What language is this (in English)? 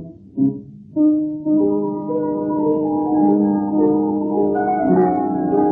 Persian